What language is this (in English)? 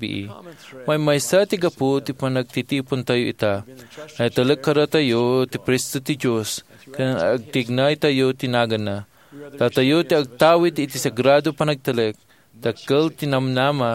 Iloko